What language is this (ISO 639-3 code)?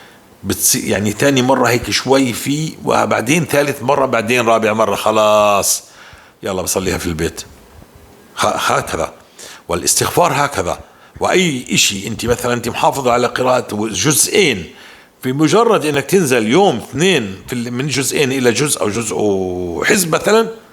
apc